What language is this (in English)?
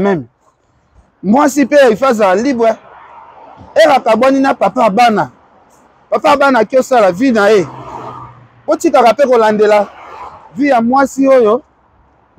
Lingala